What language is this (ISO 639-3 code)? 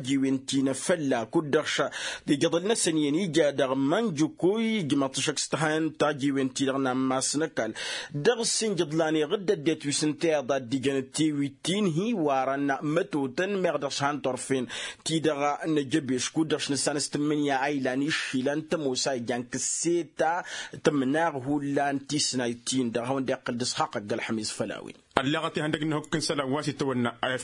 taq